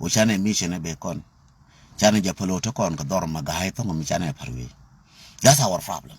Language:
Nuer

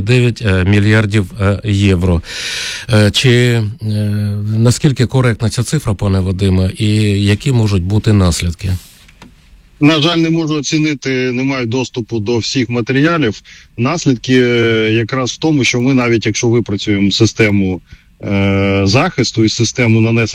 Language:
Ukrainian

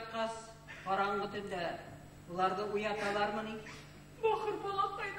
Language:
Bashkir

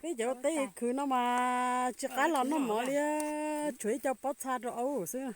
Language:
Hmong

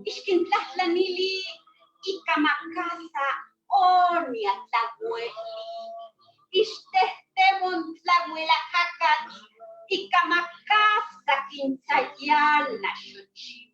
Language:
Eastern Huasteca Nahuatl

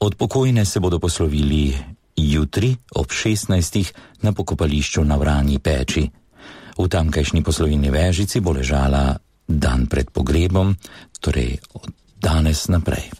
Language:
Slovenian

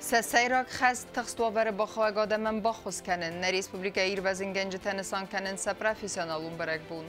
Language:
Ossetic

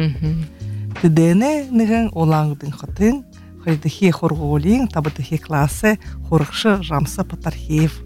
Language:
Buriat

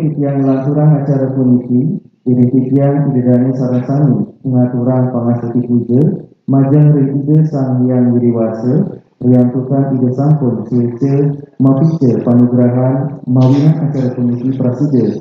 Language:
Balinese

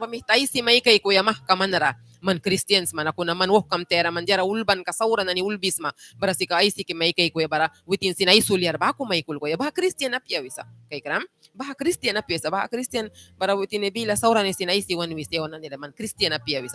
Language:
Mískito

